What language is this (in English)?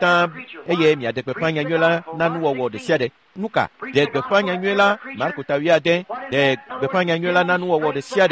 Ewe